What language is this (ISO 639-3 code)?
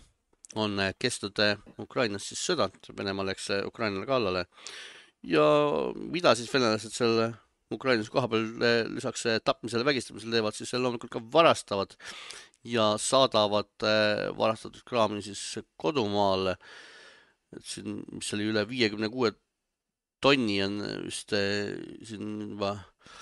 est